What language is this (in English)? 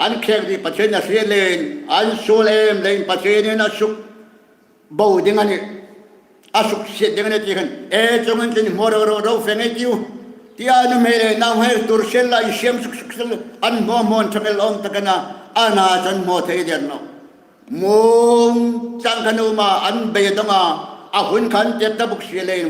Hmar